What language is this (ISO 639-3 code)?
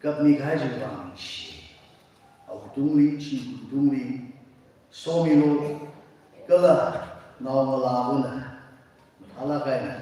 nmf